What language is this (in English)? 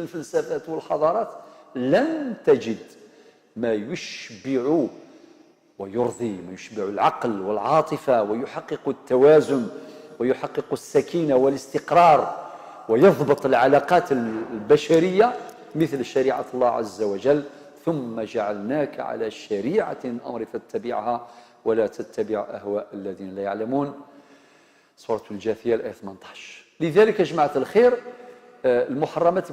Algerian Arabic